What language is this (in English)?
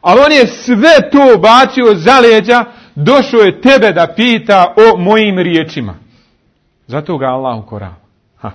Bosnian